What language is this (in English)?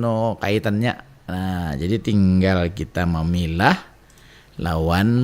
Banjar